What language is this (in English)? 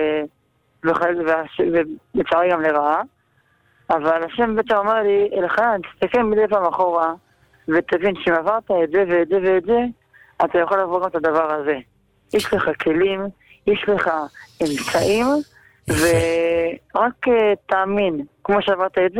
Hebrew